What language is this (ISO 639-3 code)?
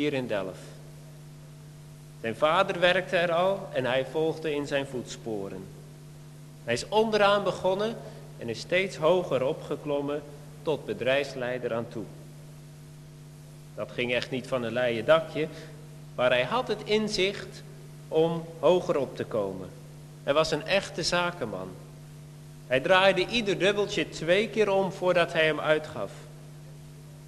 nld